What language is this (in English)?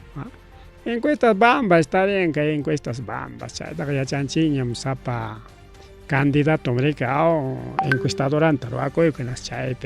Ayacucho Quechua